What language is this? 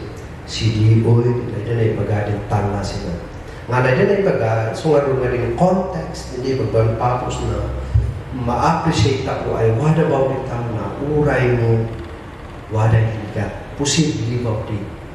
Kankanaey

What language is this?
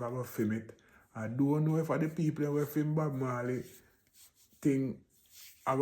Jamaican Creole English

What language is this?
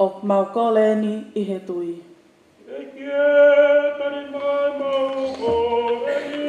Tongan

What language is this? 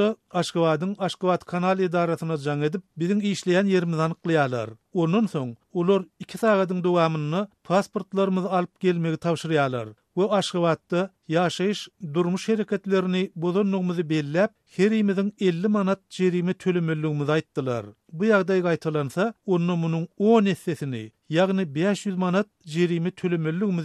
Turkmen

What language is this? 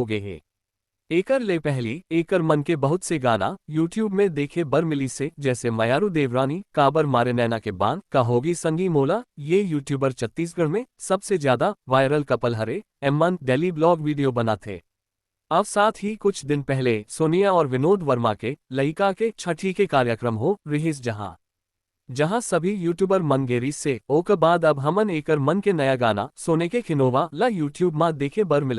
Chhattisgarhi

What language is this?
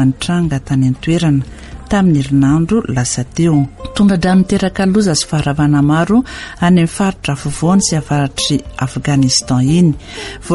Malagasy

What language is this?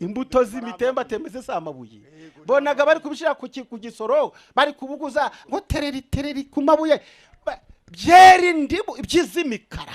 Kinyarwanda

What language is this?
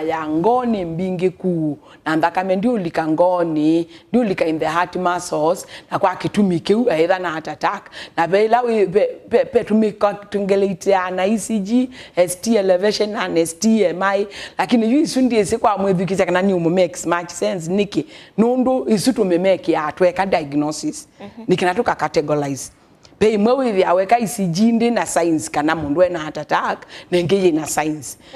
Kamba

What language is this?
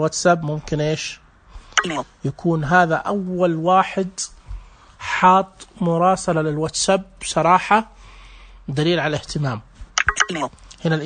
Najdi Arabic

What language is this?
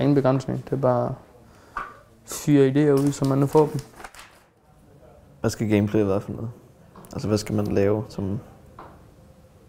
Danish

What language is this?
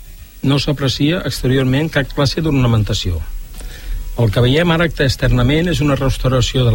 Catalan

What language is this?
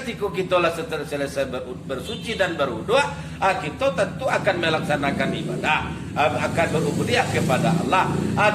Minangkabau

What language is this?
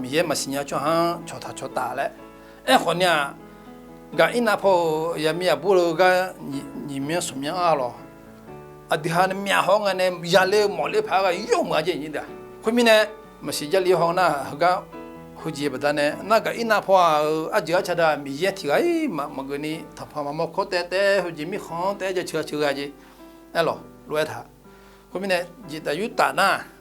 Akha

